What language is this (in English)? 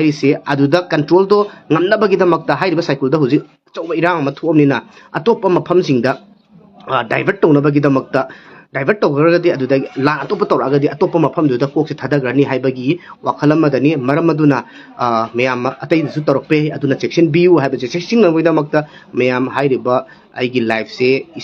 Manipuri